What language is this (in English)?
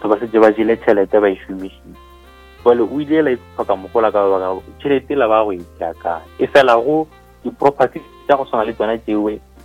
Northern Sotho